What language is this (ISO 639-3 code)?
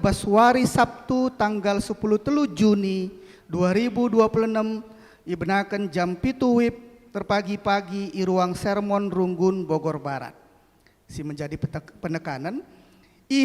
btx